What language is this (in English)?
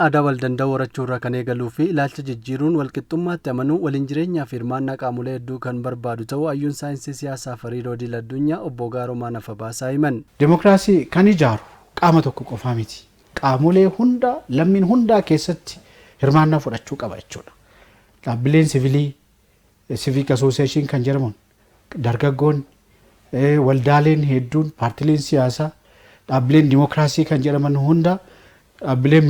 Oromo